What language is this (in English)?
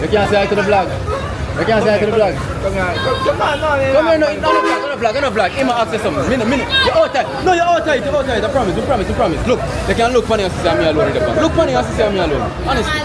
Jamaican Creole English